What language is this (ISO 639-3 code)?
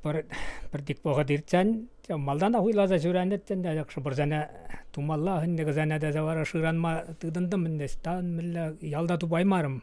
chv